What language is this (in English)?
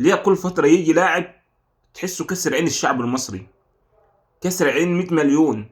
Egyptian Arabic